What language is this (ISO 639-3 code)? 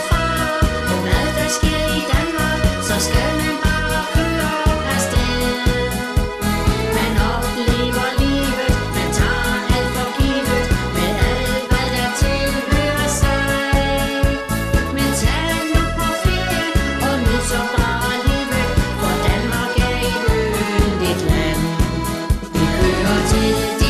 dan